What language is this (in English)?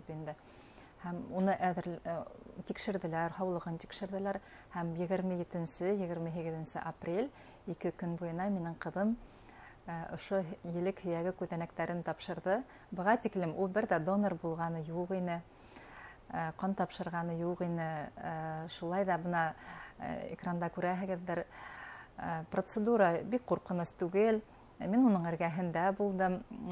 Bashkir